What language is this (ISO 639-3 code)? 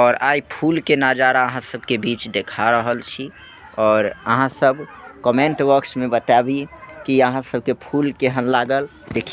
mai